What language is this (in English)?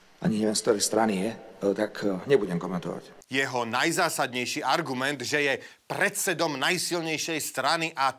Slovak